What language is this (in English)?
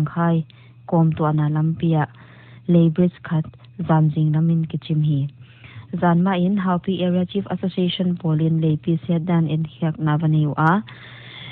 Paite Chin